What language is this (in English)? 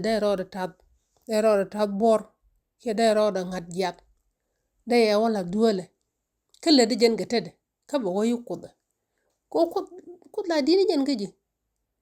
Nuer